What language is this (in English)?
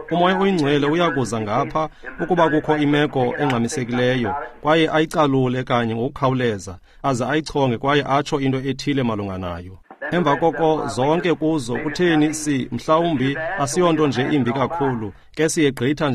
Xhosa